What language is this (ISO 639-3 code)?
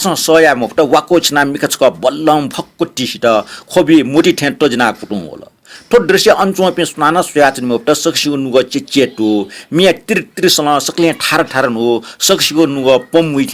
new